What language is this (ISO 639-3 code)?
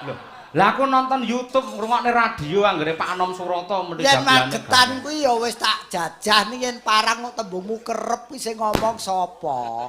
jav